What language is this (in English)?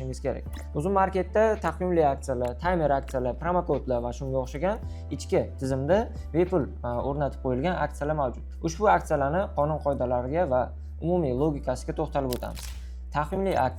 Uzbek